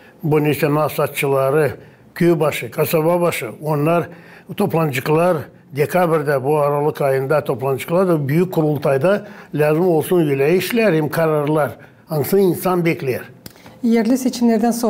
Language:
Gagauz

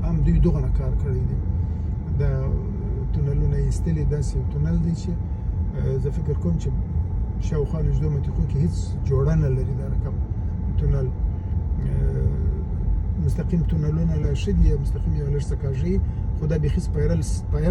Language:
Pashto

